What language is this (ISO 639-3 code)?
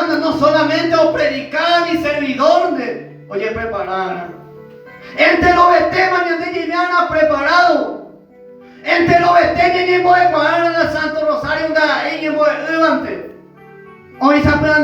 grn